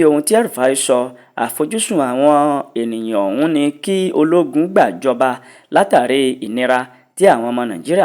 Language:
Yoruba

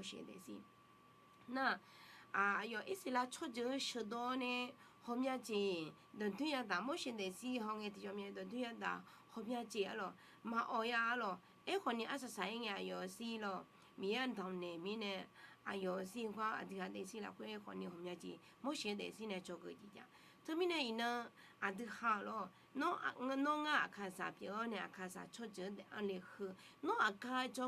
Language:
Akha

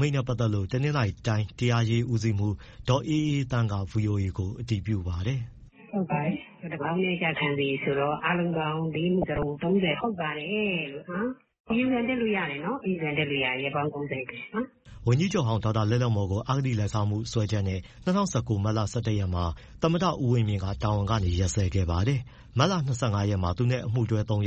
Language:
Burmese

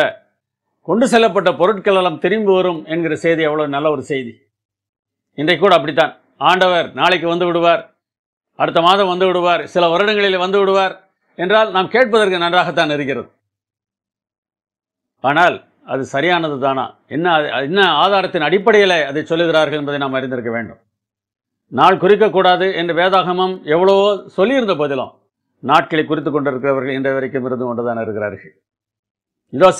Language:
Tamil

